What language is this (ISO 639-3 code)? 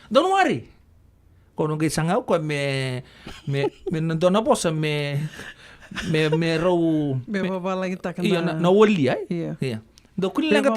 fij